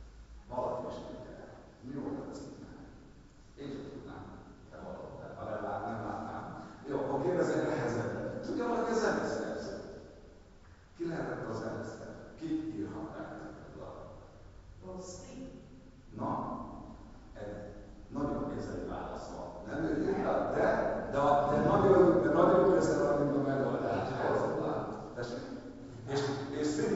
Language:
Hungarian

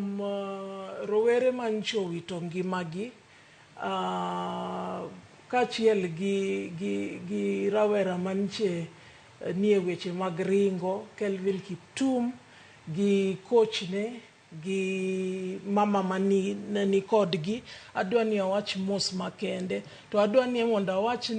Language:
Luo (Kenya and Tanzania)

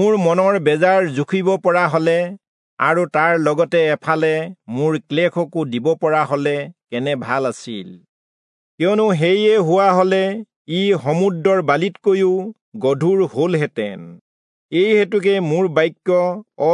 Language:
Assamese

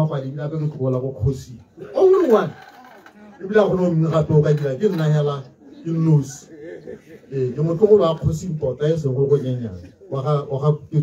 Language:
Tswana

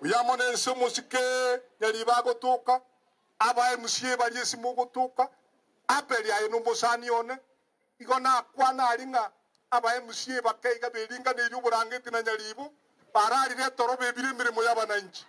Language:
Gusii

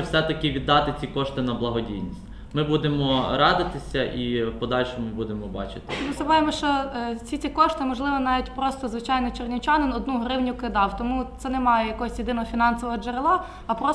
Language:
Ukrainian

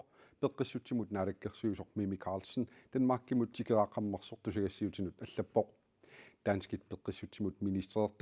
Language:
Kalaallisut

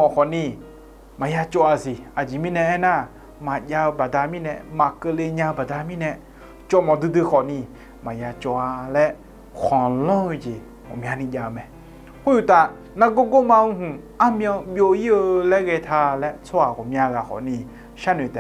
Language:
Akha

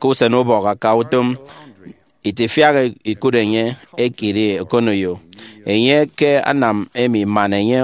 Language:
Efik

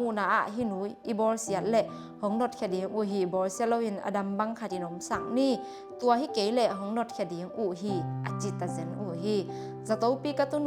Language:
Tedim Chin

